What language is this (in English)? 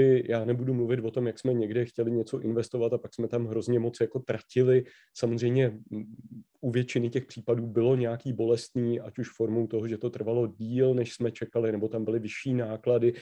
Czech